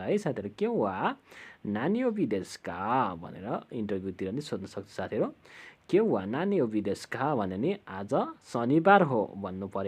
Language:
Nepali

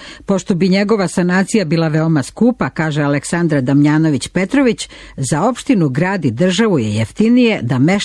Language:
Serbian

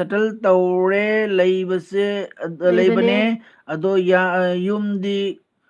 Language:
Manipuri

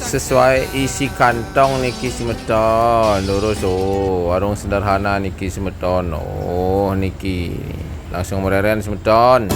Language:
Balinese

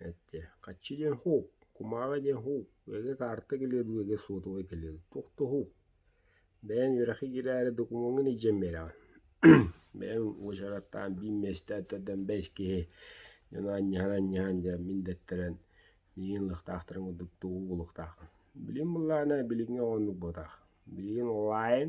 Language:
Yakut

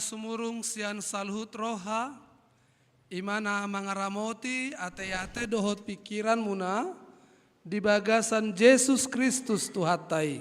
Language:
Batak Toba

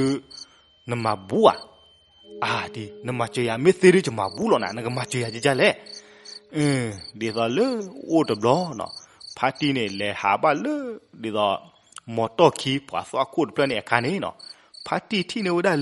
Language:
S'gaw Karen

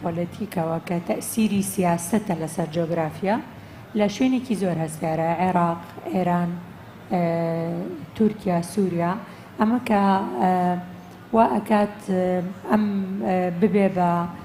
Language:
Central Kurdish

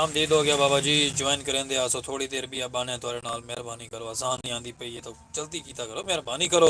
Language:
Saraiki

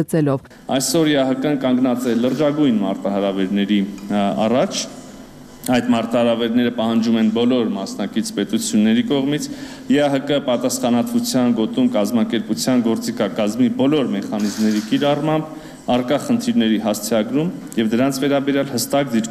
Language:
Armenian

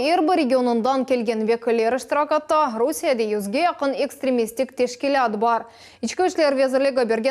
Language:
Crimean Tatar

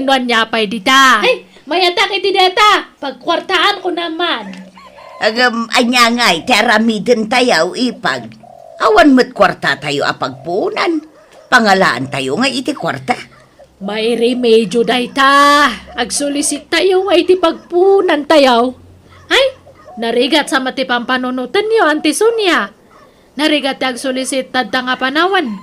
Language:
Iloko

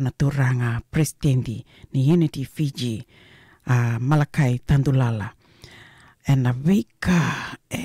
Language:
Fijian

